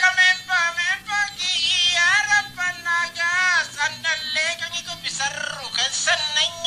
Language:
Makasar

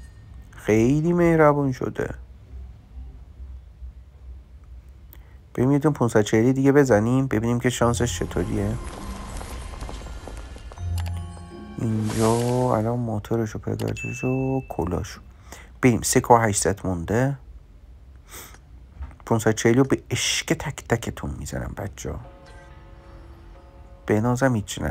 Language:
Persian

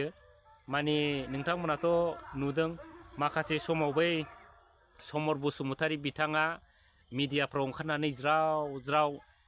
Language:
Bodo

